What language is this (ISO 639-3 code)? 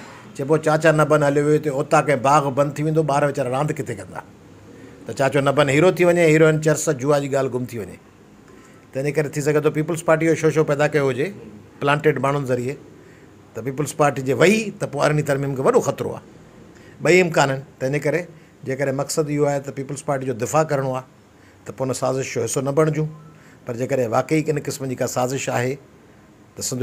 snd